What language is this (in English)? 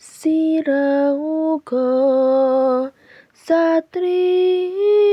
Javanese